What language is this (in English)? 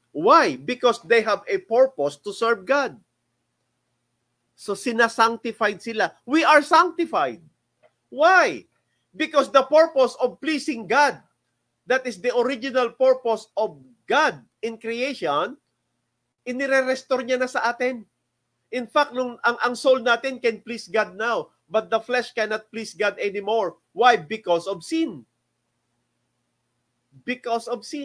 Filipino